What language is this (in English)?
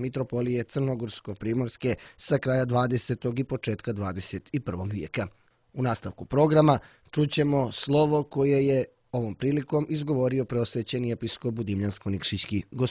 Serbian